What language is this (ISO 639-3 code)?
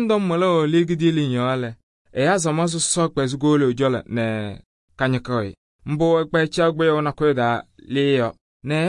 kbp